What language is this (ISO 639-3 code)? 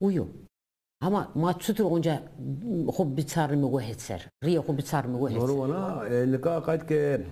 zza